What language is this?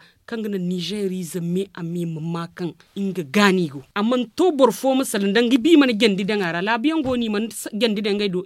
Zarma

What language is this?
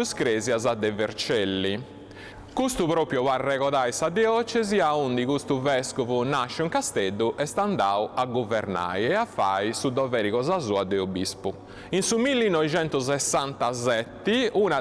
Sardinian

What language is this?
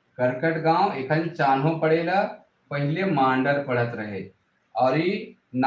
Sadri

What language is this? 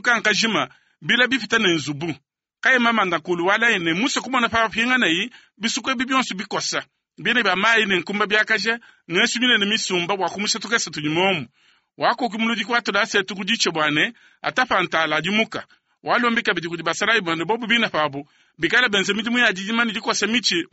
Luba-Lulua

